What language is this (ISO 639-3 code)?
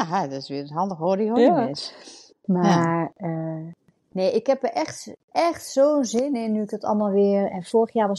nld